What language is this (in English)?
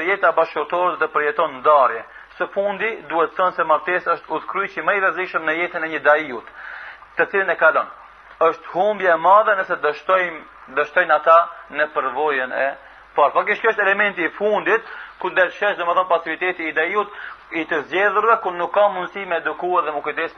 Albanian